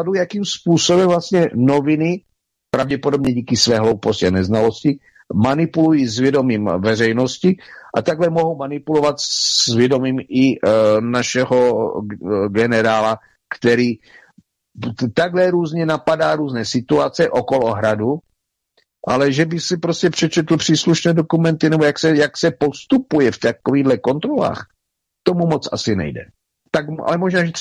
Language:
Czech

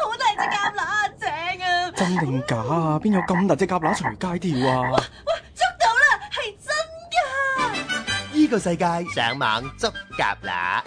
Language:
Cantonese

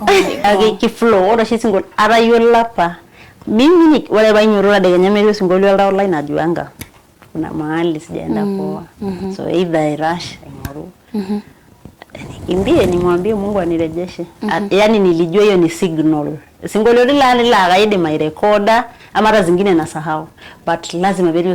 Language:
Masai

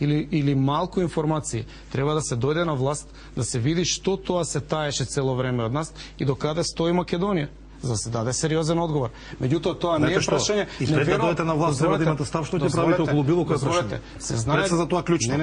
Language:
Macedonian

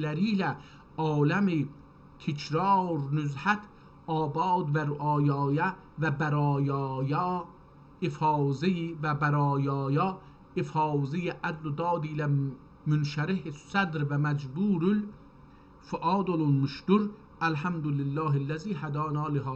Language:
South Azerbaijani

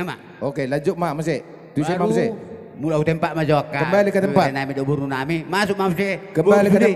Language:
Batak Toba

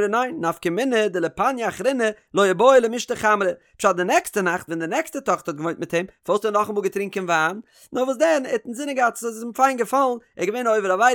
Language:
Yiddish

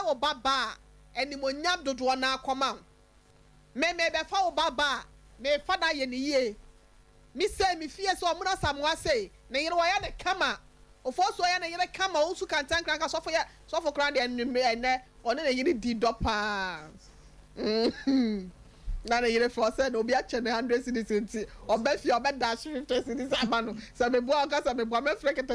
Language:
Akan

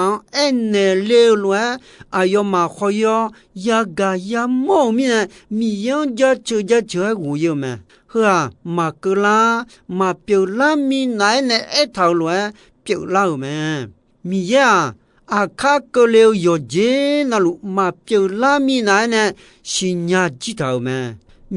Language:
Akha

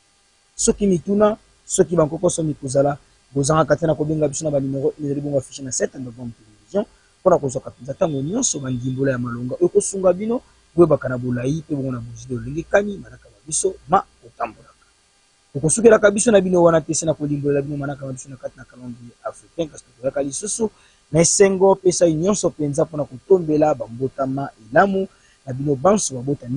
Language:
Lingala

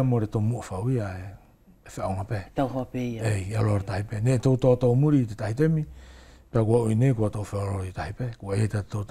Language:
Wallisian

